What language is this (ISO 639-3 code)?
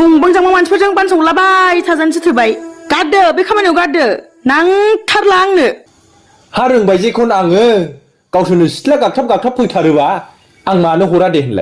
brx